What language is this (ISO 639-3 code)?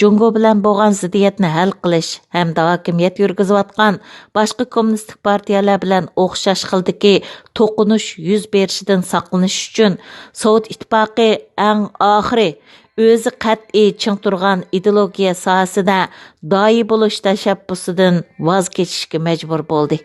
uig